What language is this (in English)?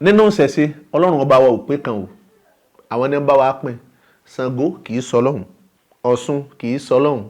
Yoruba